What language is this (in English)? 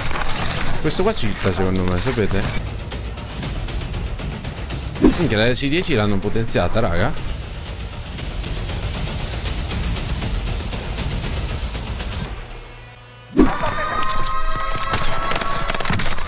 Italian